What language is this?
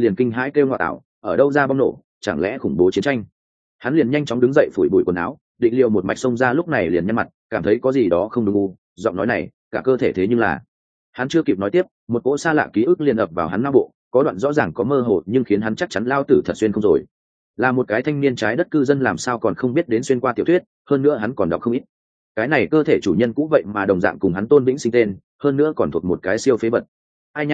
Vietnamese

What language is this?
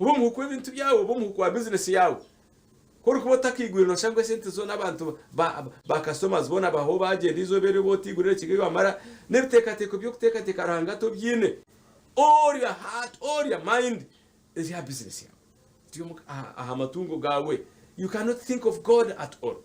Nyankole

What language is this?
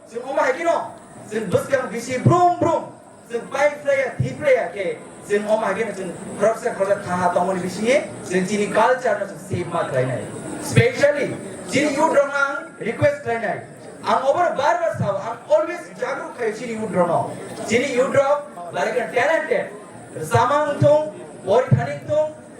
Kok Borok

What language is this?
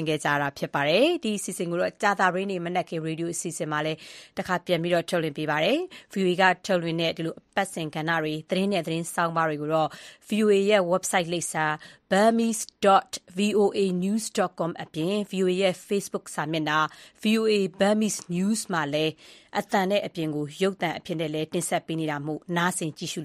Burmese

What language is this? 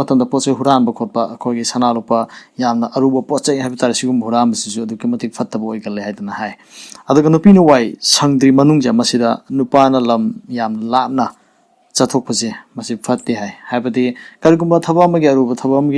Manipuri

